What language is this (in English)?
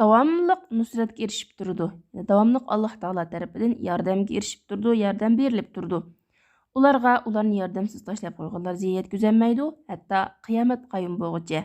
Uyghur